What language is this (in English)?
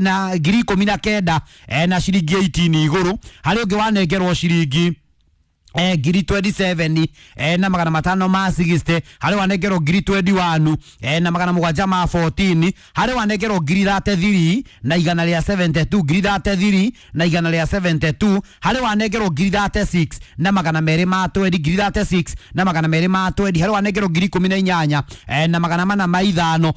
Kikuyu